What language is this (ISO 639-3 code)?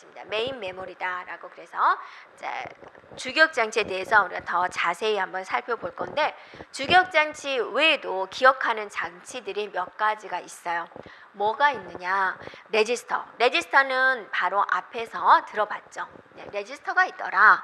kor